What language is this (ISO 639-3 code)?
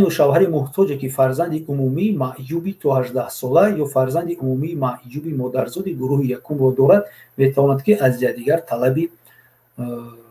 tgk